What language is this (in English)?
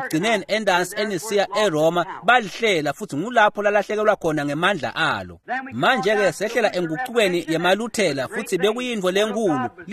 Swati